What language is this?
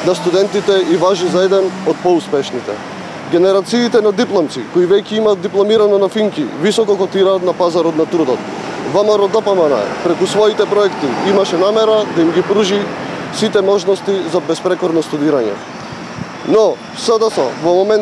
Macedonian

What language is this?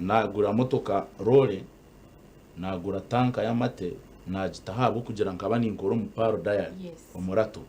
Nyankole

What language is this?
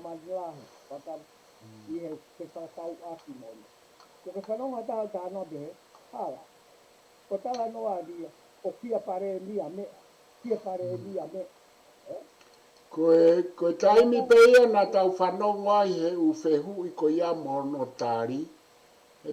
Tongan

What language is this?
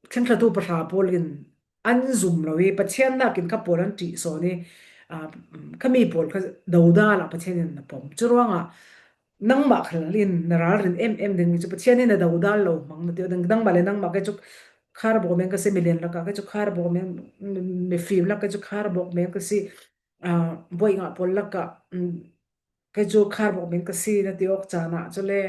Falam Chin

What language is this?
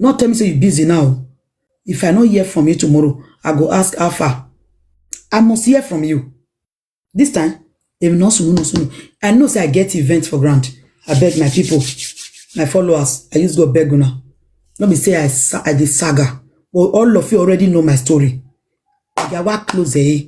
Nigerian Pidgin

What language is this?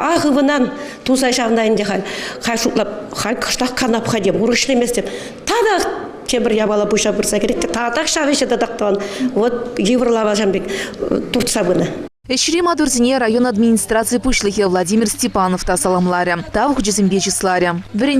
Chuvash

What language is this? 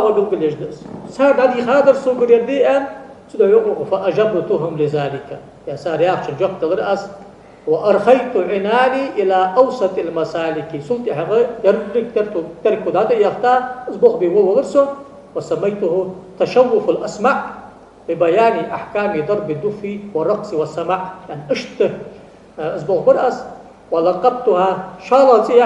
Ingush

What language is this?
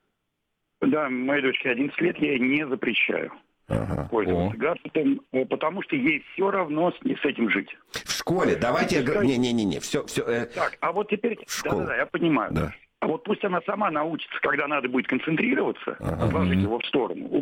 Russian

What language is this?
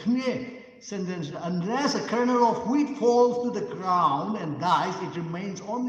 Tangkhul Naga (India)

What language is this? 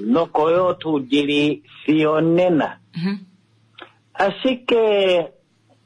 Kuanyama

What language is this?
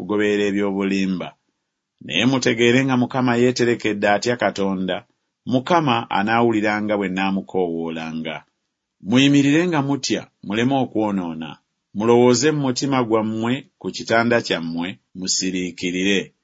Ganda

